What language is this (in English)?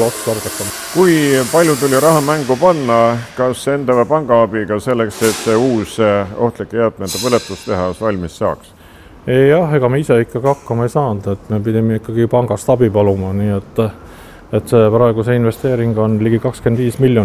Estonian